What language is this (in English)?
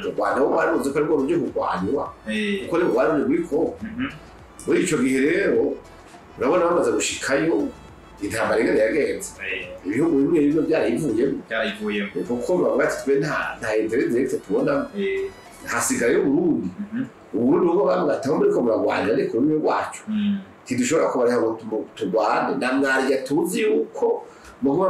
Rundi